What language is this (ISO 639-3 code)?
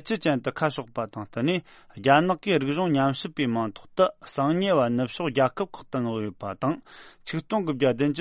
bod